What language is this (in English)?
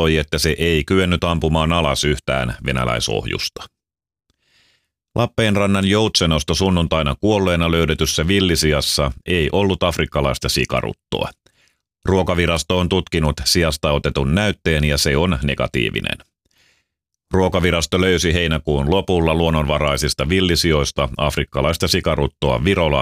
Finnish